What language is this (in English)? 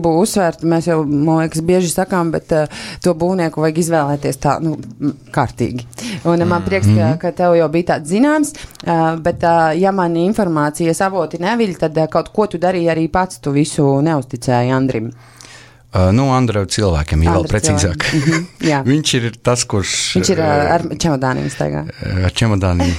Latvian